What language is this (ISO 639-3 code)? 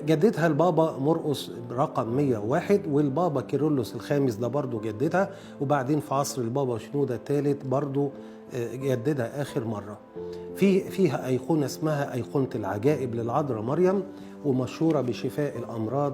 arz